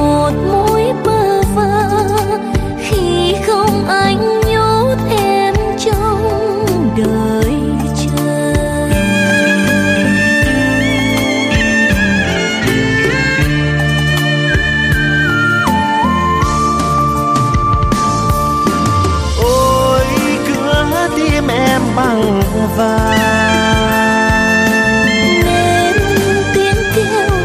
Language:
Vietnamese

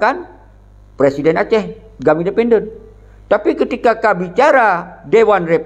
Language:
Achinese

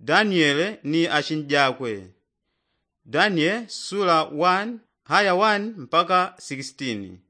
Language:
Yao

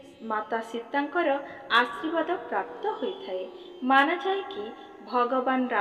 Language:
Odia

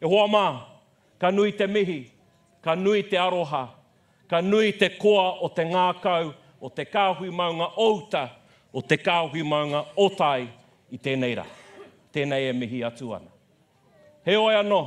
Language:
Māori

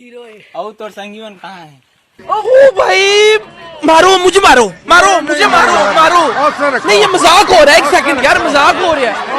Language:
Chhattisgarhi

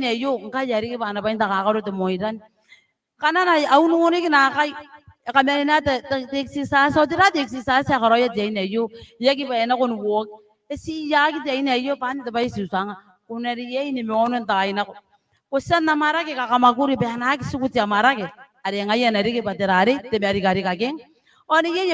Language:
Gilbertese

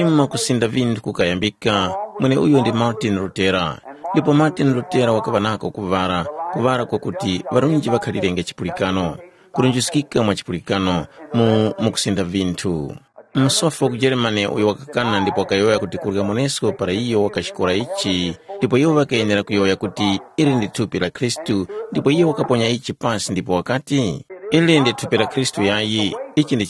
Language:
Tumbuka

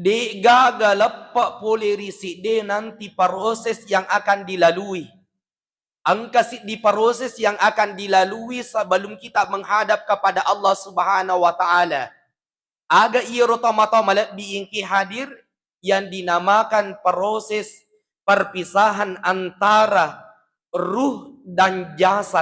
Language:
Buginese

